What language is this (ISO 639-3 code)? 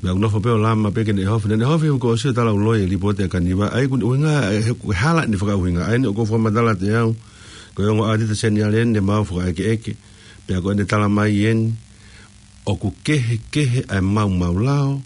ton